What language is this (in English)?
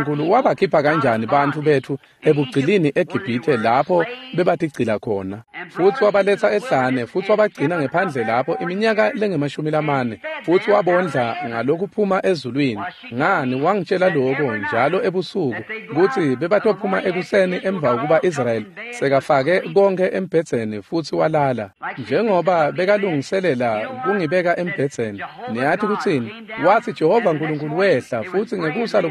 Swati